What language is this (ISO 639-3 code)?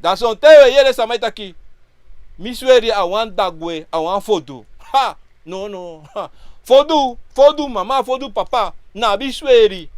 srn